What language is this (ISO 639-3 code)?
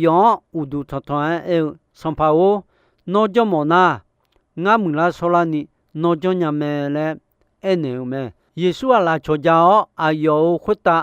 ahk